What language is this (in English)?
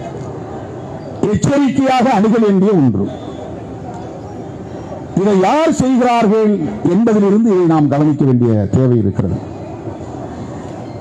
Tamil